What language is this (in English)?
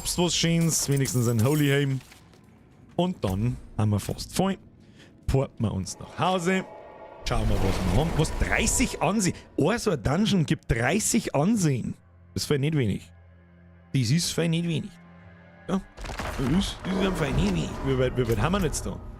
Bavarian